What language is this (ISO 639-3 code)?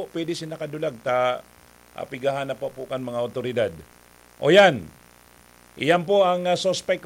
bik